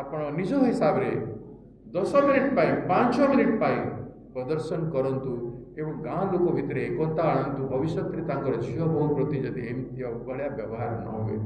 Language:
Odia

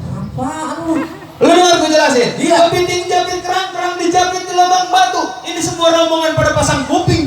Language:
Betawi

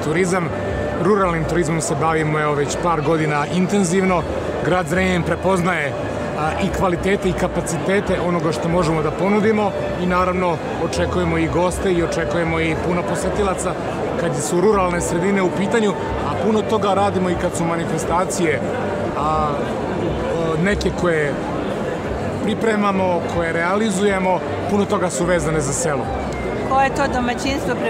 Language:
Serbian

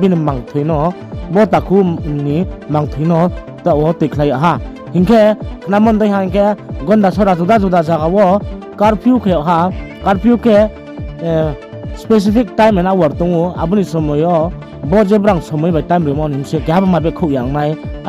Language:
Riang (India)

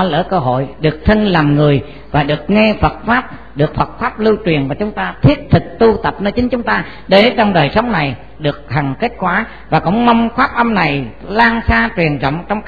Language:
Vietnamese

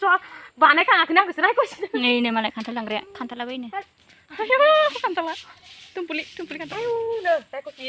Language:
Bodo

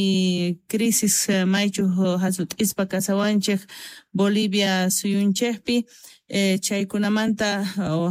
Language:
South Bolivian Quechua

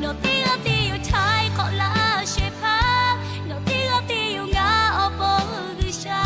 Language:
Lahu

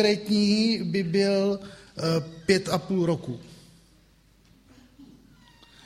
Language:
Czech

